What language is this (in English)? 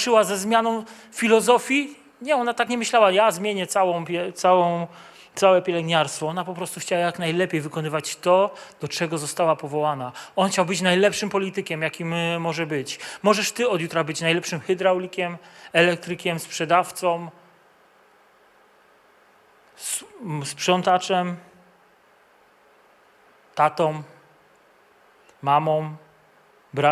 Polish